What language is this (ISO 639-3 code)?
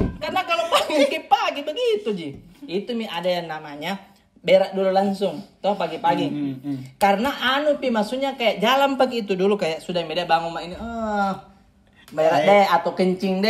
mfp